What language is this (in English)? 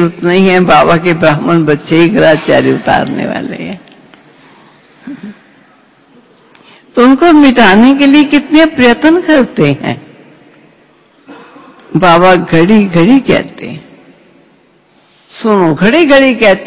Hindi